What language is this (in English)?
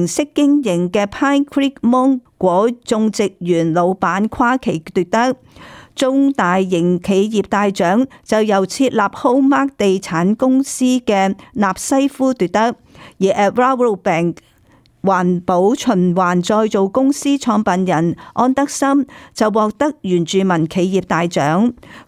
Cantonese